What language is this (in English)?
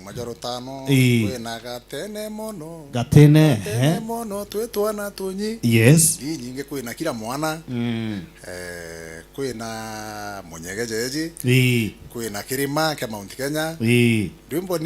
Meru